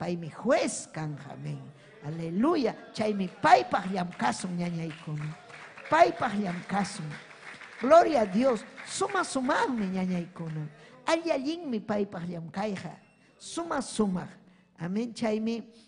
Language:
Ayacucho Quechua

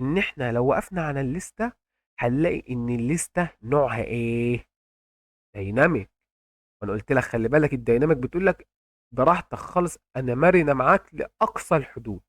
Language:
Egyptian Arabic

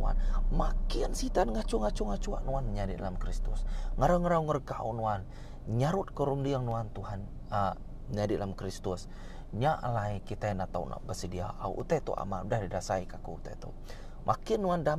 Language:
Iban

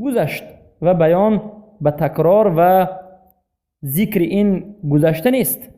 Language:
Persian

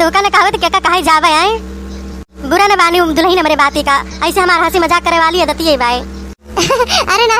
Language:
Awadhi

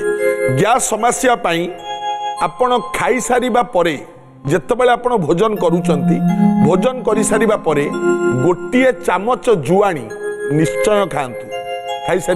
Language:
Odia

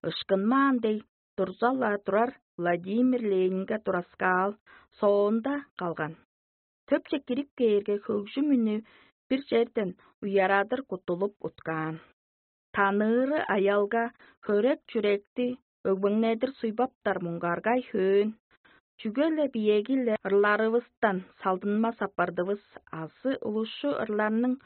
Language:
Tuvinian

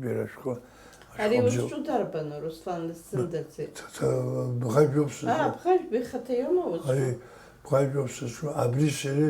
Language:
Abkhazian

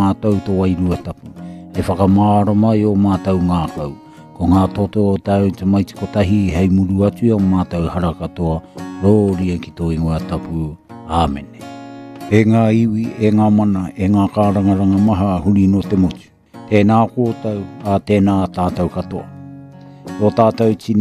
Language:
Māori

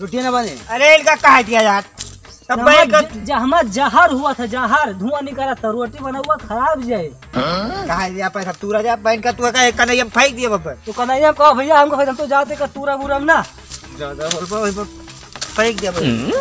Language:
Awadhi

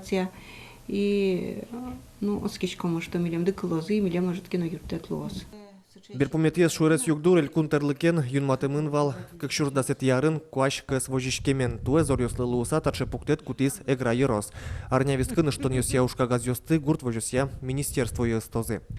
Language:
Udmurt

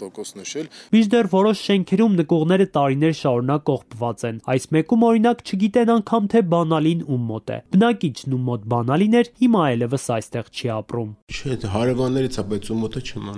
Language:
Armenian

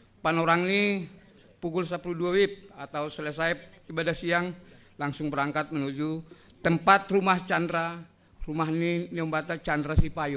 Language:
Batak Simalungun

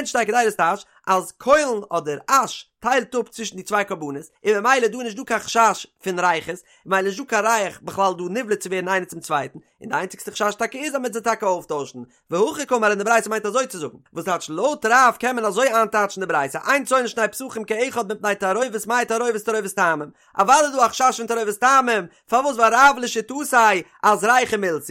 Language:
Yiddish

